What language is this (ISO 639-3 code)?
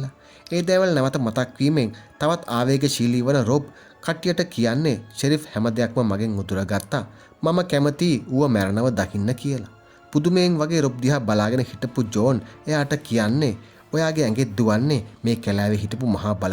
sin